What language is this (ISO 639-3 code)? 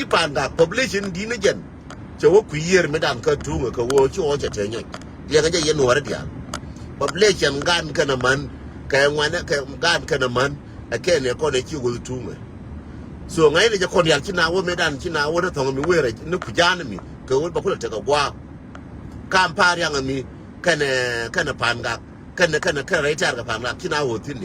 nus